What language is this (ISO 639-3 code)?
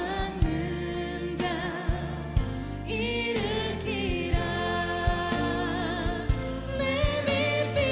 kor